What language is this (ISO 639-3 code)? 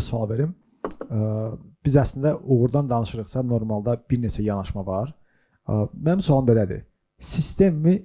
aze